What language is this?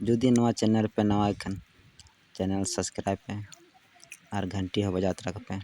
Santali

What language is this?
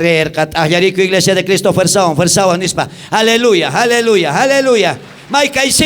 South Bolivian Quechua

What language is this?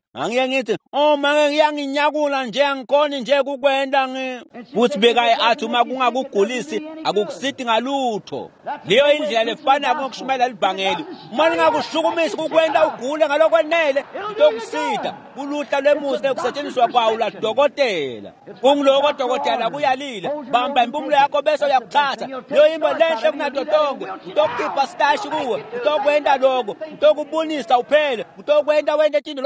Swati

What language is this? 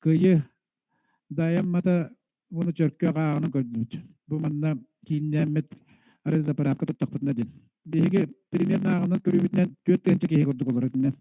Yakut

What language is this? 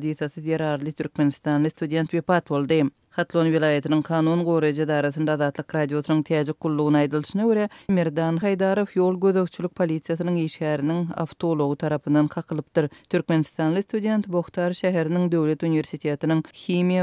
Turkmen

